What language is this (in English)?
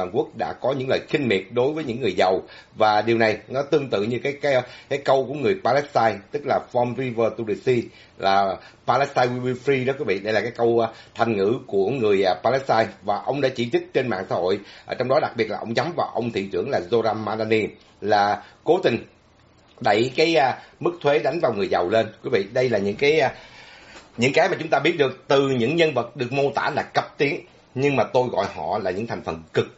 Vietnamese